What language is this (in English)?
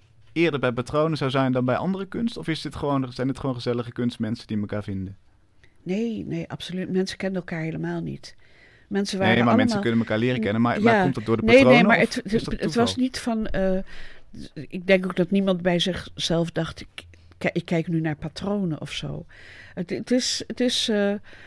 Dutch